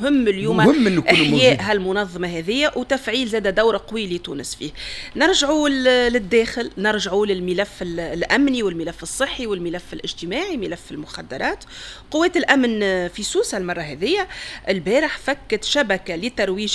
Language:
Tunisian Arabic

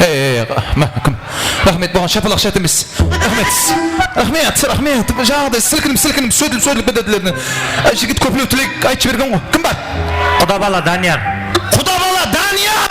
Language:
Kara-Kalpak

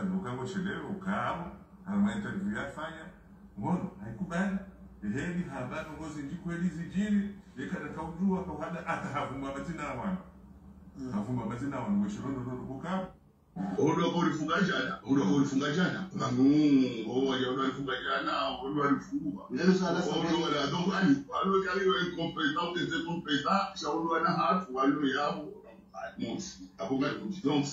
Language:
Swahili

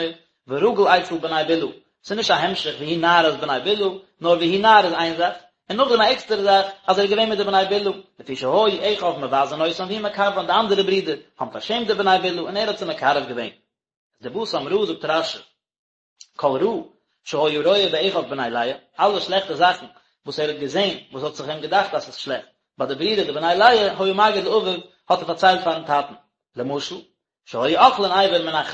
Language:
Yiddish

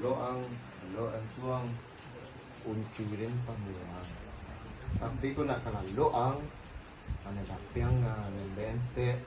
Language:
Minangkabau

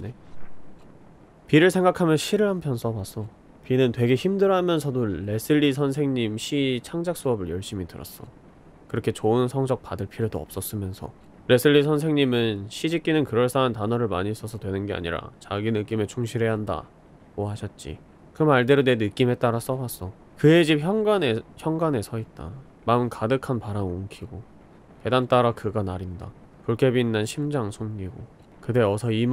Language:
Korean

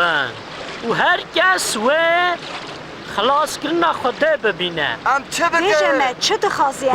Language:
Kurdish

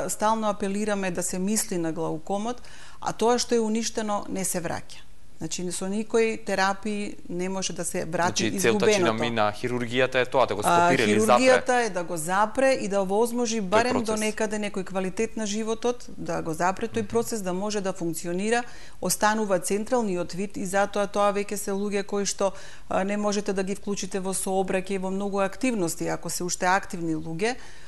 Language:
Macedonian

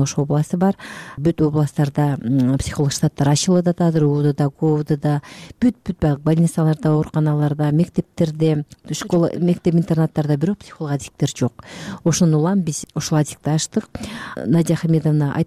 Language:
Kyrgyz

